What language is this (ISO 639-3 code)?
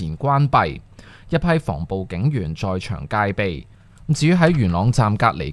yue